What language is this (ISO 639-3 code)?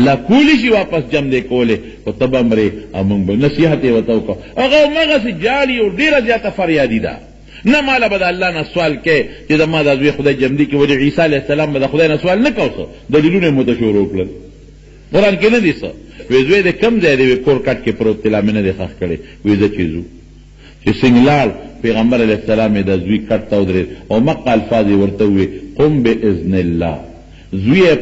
pus